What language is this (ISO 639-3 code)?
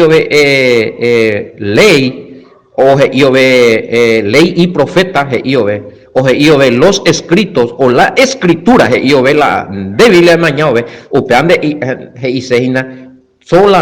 grn